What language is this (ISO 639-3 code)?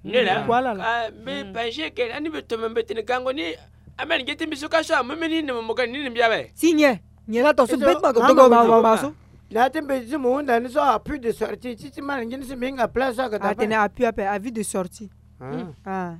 sag